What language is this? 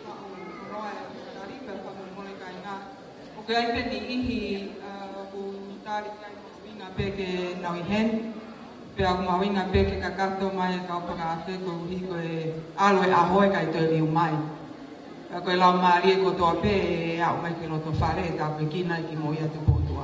Tongan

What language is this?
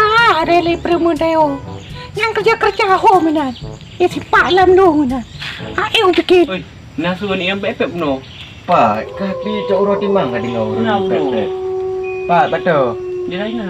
Achinese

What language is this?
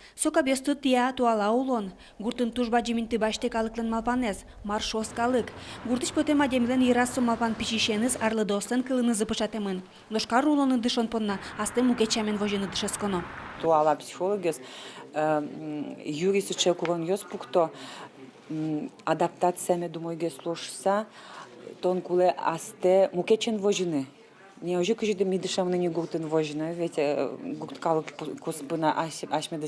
Udmurt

